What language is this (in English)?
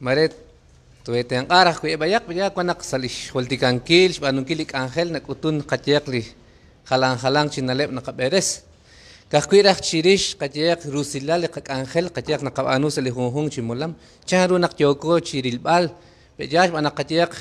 Kekchí